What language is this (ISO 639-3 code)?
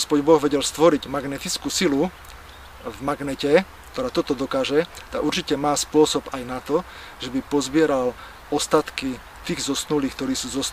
slk